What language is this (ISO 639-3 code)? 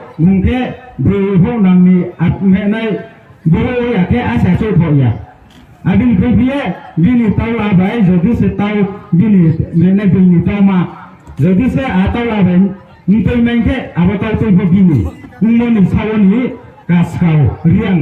ria